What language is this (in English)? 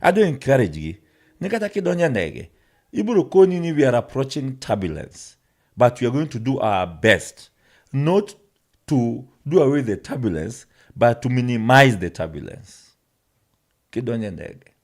Luo (Kenya and Tanzania)